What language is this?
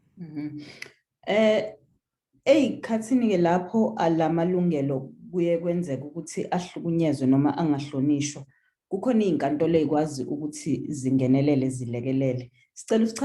Zulu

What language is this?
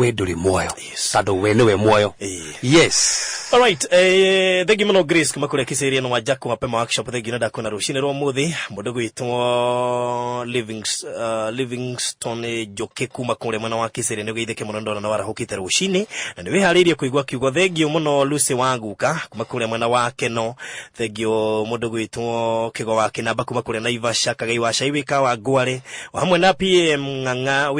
Kikuyu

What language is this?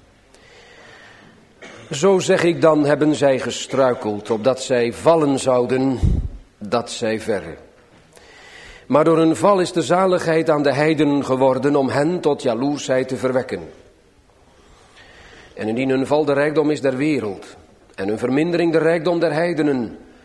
Dutch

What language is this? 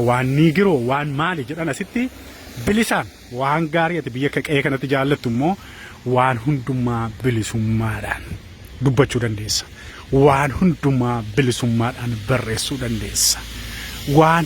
Oromo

